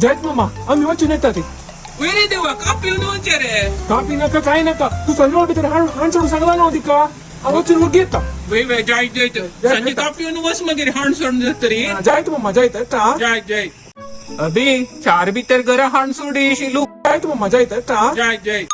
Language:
Konkani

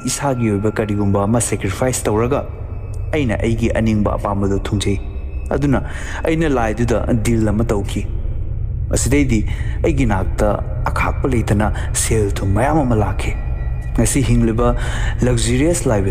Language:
Manipuri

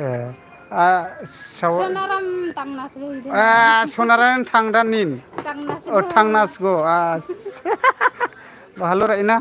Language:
Bodo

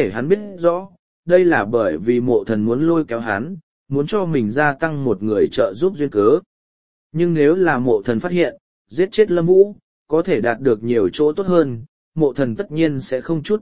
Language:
Vietnamese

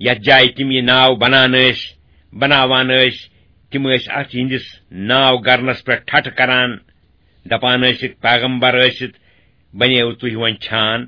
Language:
Kashmiri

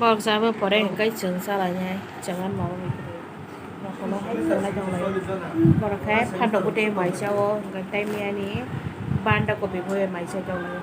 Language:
Kok Borok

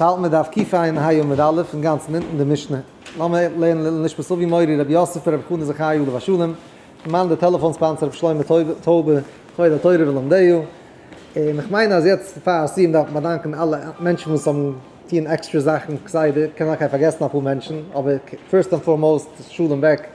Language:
Yiddish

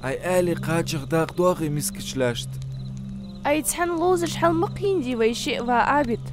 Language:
Ingush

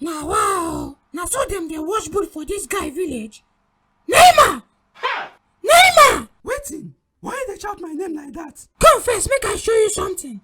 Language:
Nigerian Pidgin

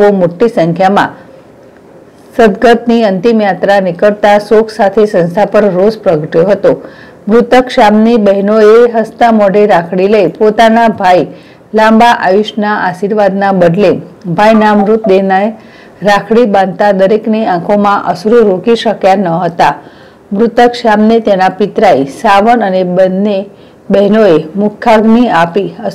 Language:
Gujarati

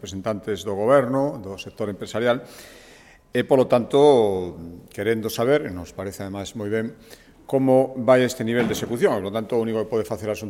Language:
Galician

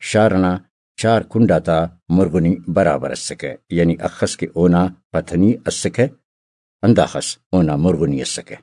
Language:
Brahui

